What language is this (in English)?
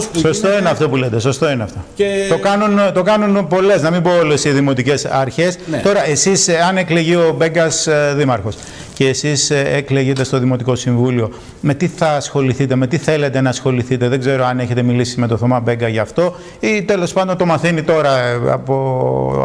Greek